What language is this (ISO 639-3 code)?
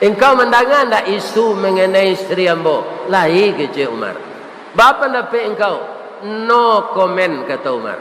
min